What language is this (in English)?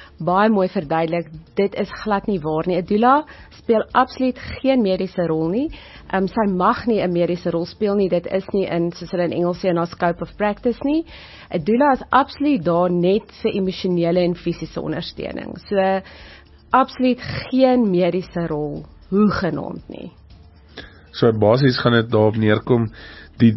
Afrikaans